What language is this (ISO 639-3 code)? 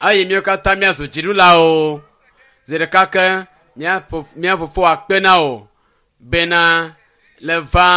ewe